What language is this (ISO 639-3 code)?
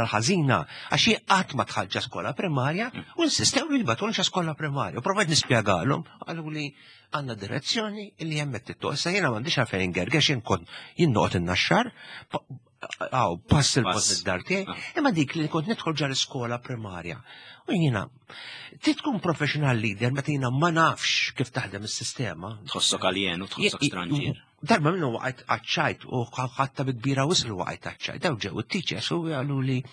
mlt